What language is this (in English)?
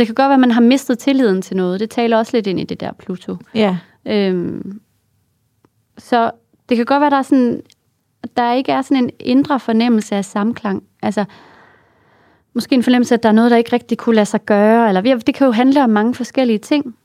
Danish